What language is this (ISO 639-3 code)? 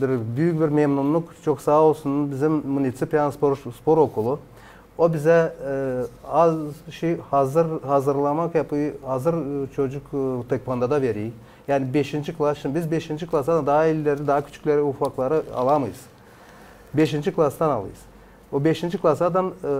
gag